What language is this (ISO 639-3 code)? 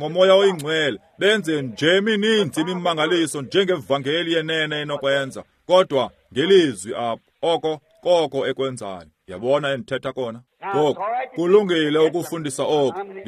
xho